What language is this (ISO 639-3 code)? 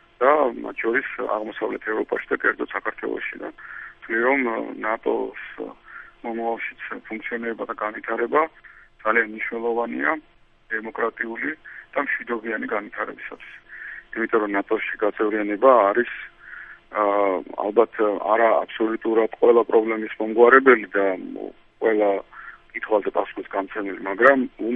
kat